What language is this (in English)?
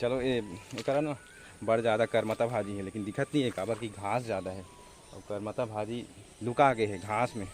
Chhattisgarhi